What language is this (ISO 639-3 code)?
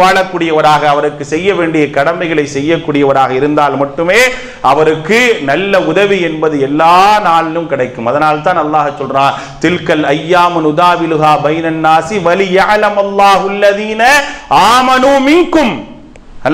tam